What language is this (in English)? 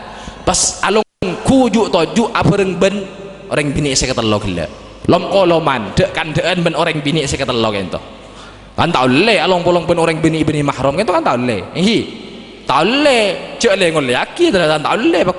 Madurese